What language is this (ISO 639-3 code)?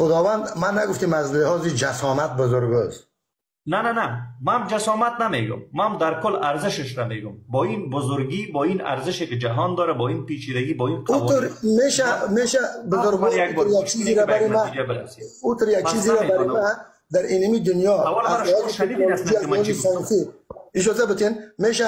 fas